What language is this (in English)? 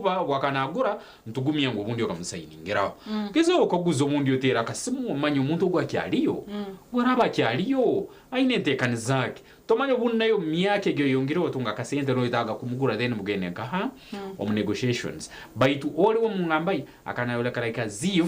Nyankole